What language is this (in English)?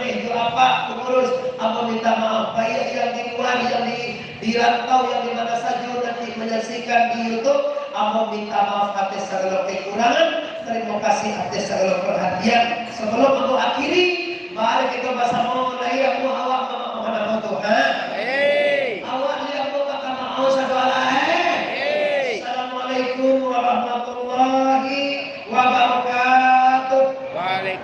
Minangkabau